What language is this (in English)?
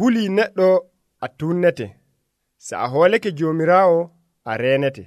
Nigerian Fulfulde